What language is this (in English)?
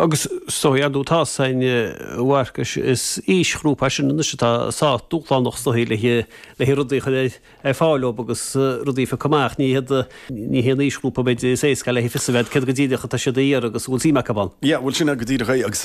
Irish